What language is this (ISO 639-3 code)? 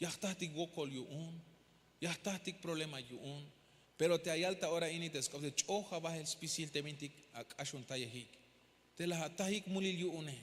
tzh